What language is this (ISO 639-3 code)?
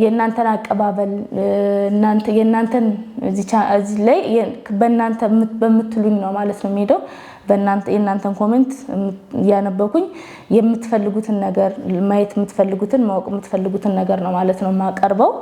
amh